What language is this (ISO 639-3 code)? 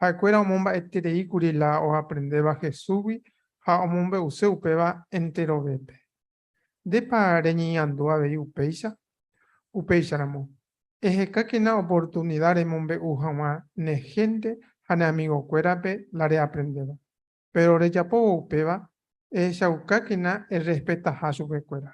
grn